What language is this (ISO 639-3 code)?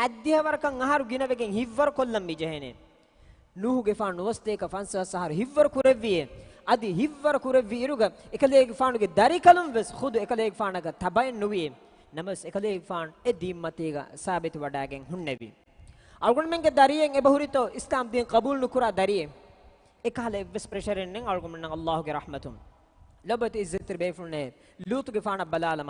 div